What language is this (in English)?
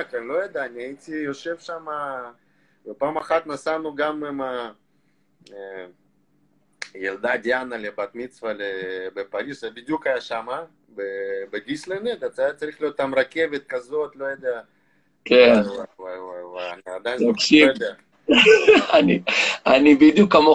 Hebrew